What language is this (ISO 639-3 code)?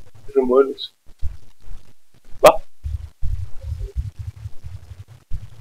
spa